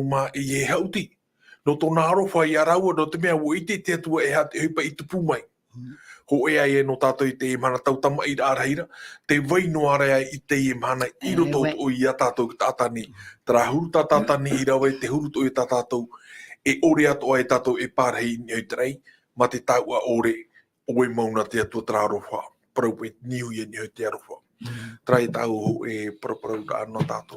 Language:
Tahitian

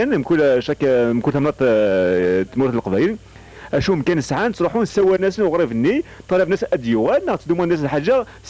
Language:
Kabyle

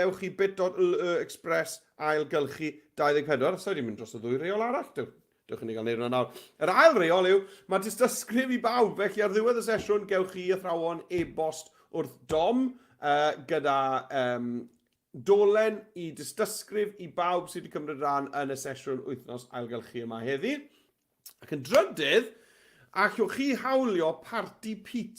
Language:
Welsh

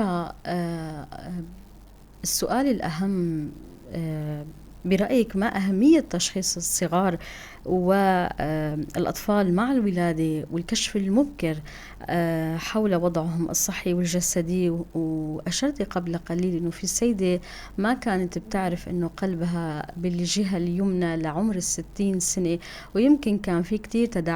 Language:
North Levantine Arabic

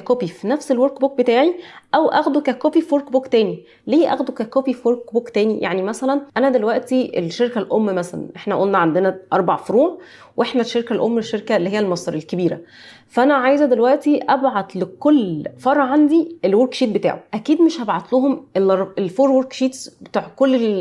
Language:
Egyptian Arabic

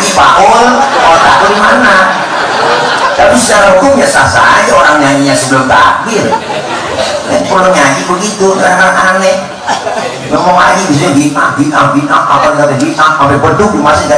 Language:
Betawi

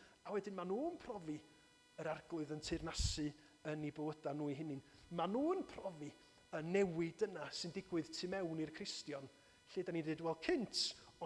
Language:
Welsh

